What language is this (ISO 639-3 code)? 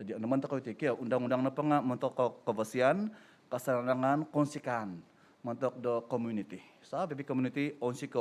dtp